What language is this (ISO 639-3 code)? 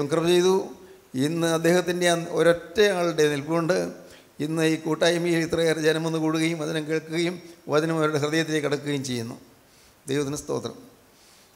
mal